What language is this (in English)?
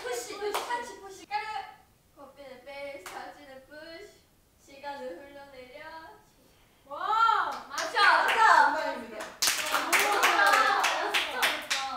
Korean